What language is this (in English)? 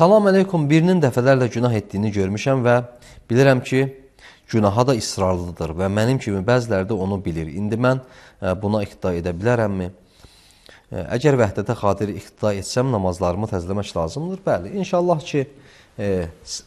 Azerbaijani